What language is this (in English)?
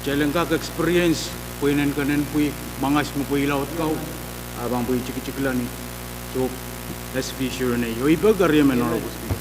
Pohnpeian